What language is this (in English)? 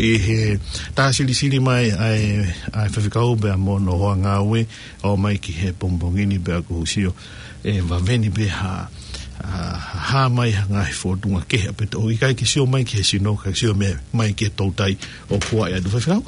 Tongan